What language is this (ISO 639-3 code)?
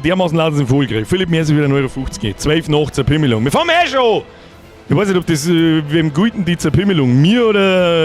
bar